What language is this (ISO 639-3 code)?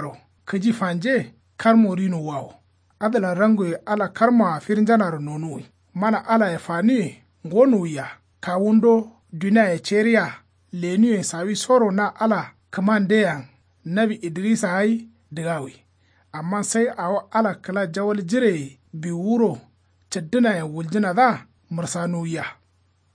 kau